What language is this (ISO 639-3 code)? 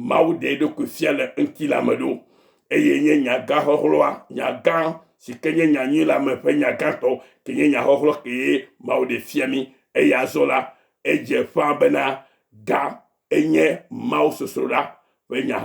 ewe